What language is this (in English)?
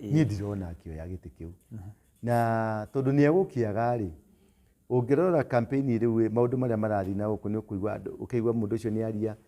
Kikuyu